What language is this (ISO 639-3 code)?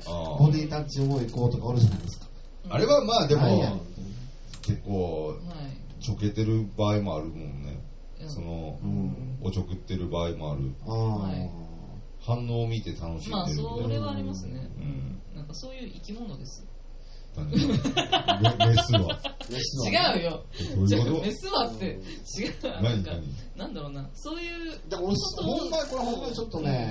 jpn